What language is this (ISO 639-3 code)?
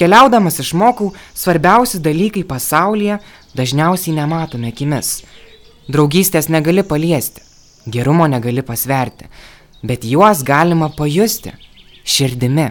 lit